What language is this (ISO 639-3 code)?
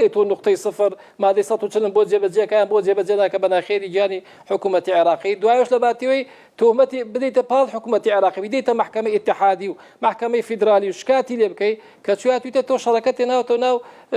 ckb